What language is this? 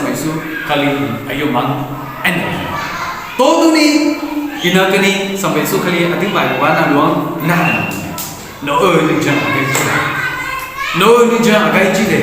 Akha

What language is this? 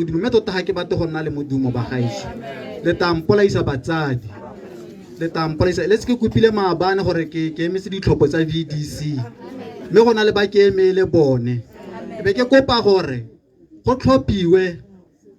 Tswana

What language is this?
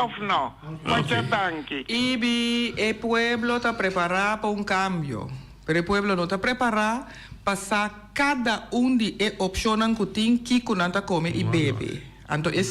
Papiamento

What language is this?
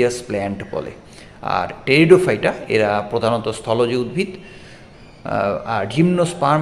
Bangla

